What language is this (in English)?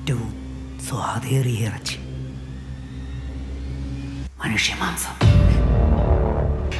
Malayalam